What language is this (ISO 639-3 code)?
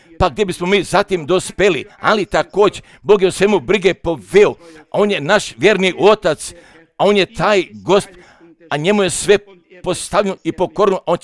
hrv